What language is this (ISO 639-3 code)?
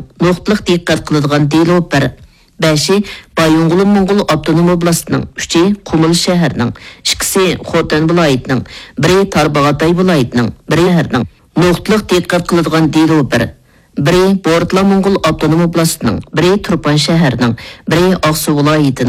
uig